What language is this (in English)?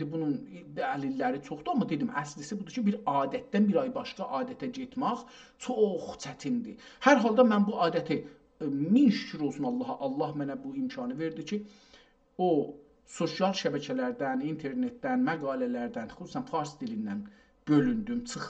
South Azerbaijani